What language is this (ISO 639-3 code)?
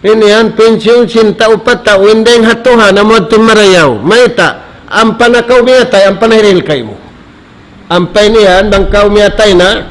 tsg